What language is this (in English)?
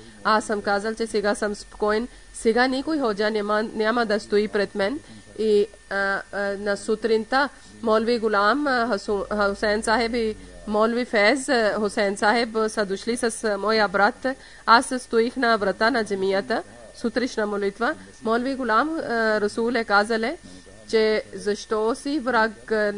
Bulgarian